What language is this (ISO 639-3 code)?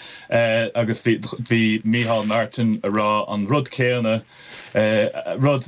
gle